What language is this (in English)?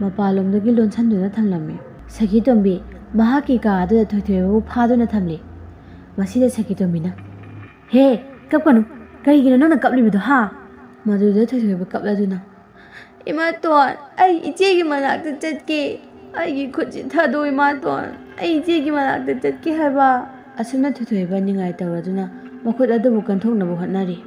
Manipuri